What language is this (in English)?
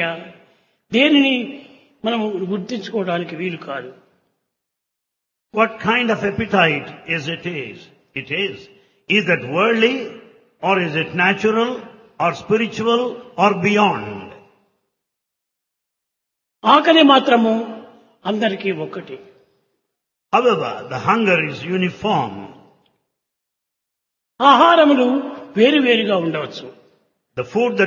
Telugu